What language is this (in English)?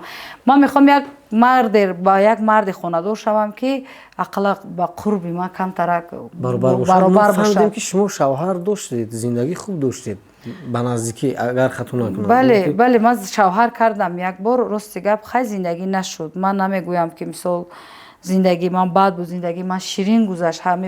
Tajik